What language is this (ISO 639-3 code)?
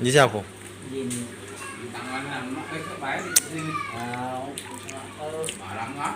mui